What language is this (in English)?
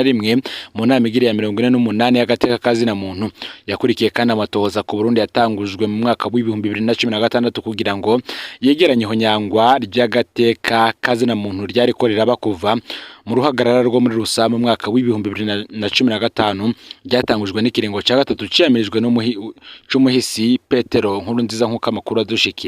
Rundi